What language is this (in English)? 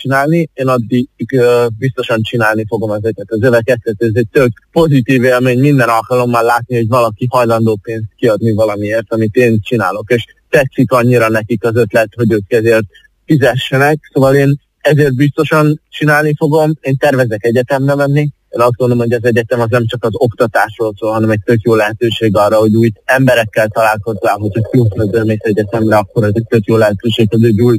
Hungarian